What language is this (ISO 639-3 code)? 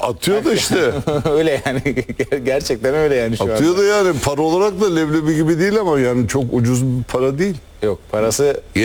tur